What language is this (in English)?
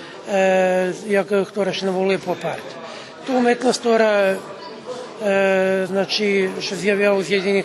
Rusyn